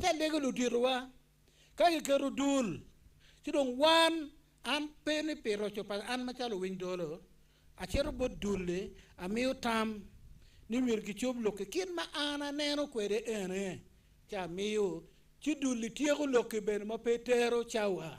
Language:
Acoli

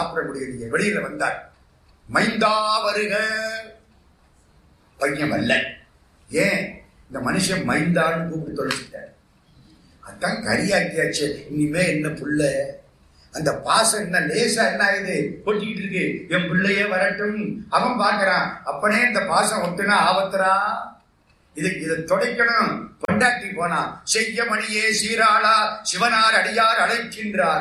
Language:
Tamil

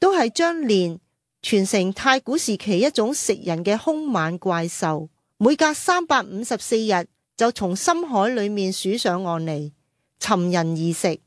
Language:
Cantonese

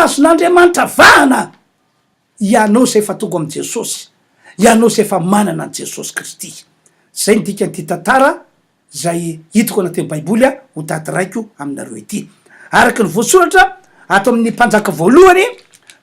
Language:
Malagasy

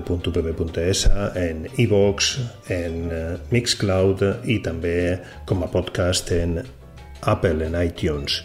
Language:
Catalan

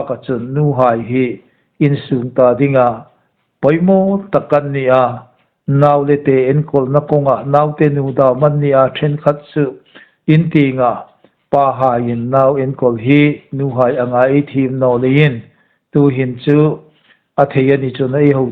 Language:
Hmar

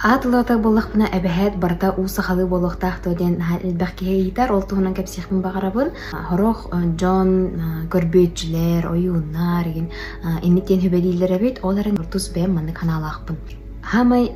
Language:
Yakut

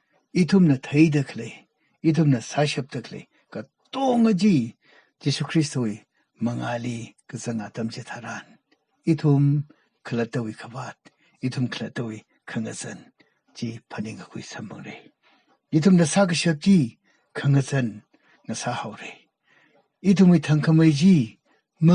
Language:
Tangkhul Naga (India)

